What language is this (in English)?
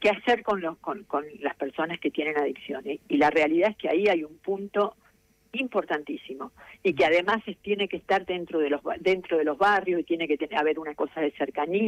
Spanish